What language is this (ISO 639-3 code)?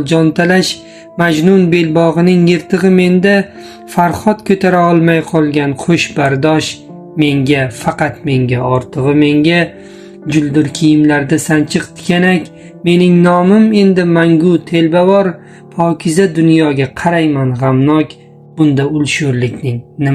uzb